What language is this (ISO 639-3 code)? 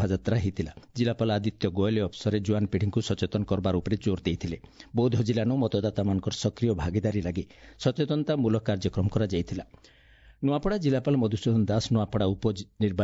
ori